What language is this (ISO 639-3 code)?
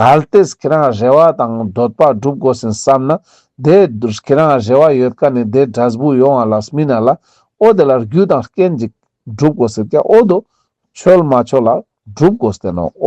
lbj